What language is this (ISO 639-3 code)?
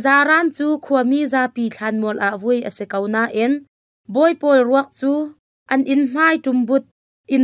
cnh